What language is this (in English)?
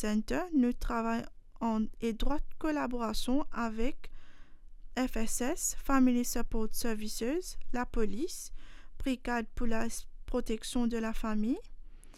Morisyen